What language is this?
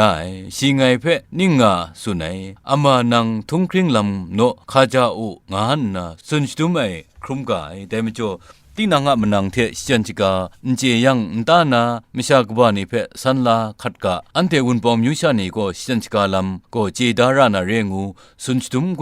Kachin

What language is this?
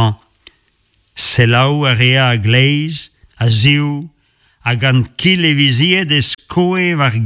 Breton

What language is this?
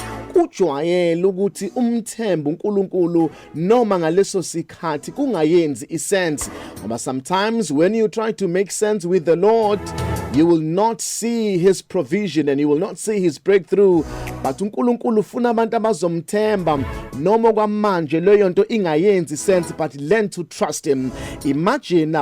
Zulu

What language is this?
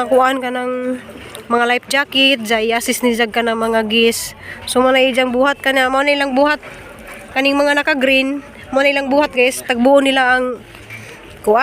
Cebuano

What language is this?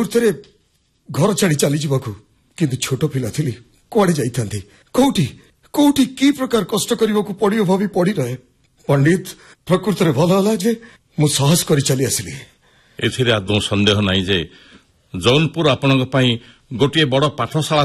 Odia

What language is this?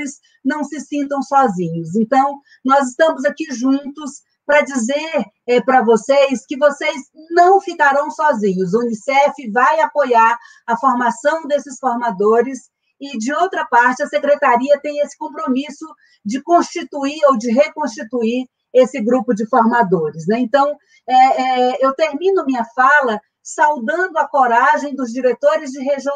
Portuguese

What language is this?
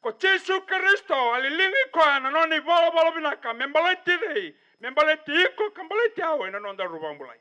Fijian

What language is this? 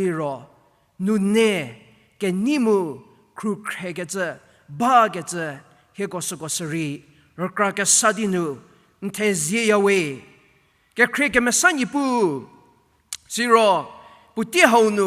Angami Naga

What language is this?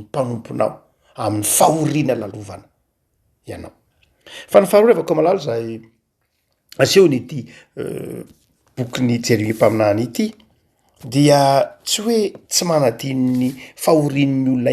Malagasy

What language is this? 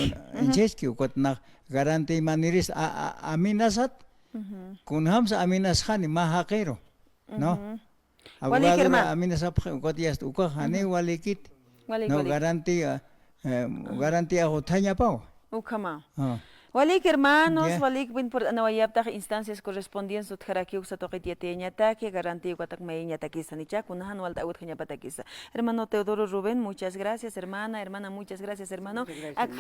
Aymara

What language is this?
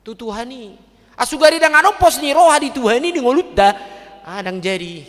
Batak Toba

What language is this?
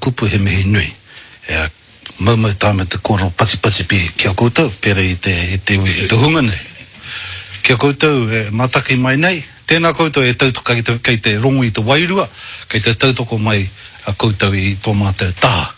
Māori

